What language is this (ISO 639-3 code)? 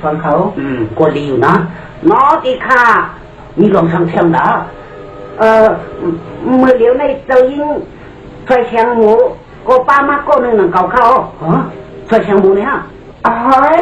shn